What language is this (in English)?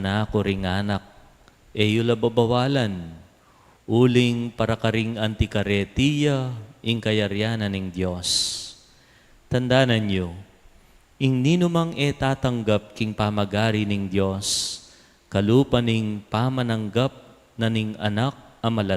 Pampanga